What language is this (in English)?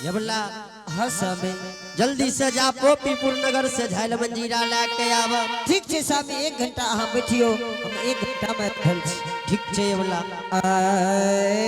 Angika